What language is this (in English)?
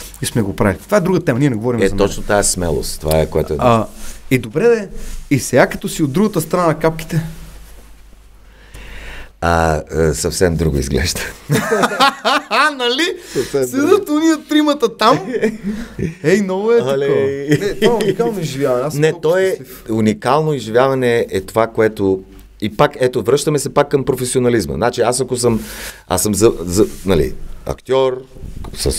Bulgarian